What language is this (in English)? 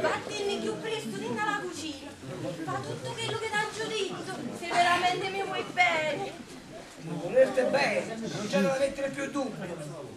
Neapolitan